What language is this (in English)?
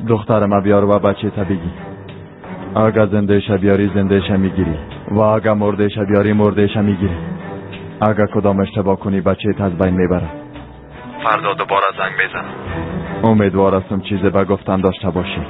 Tajik